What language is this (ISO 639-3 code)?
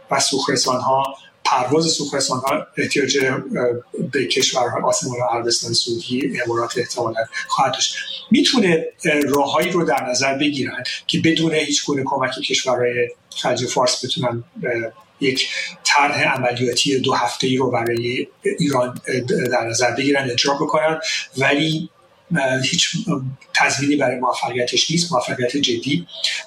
fas